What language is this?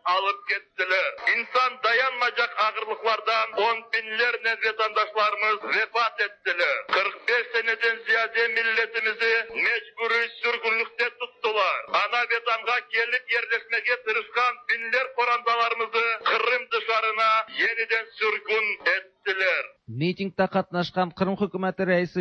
Tatar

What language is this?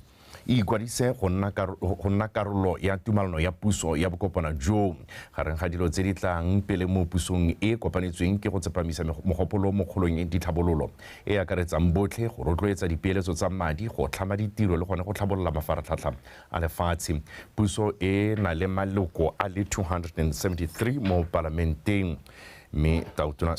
Tswana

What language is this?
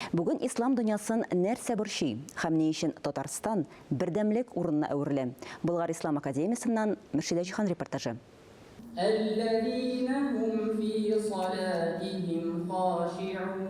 Tatar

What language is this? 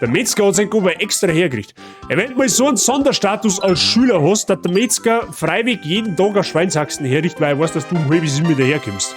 Bavarian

